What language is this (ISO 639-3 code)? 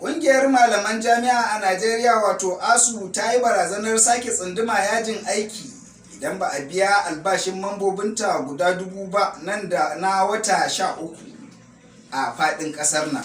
hau